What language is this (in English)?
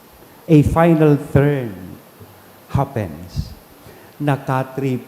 Bikol